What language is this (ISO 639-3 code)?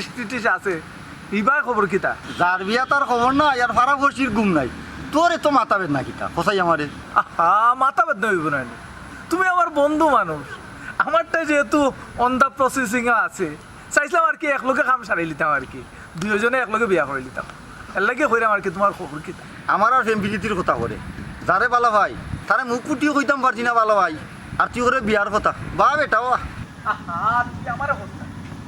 syl